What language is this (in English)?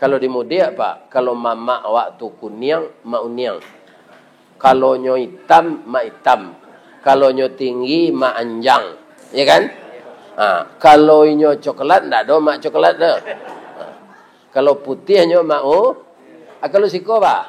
Minangkabau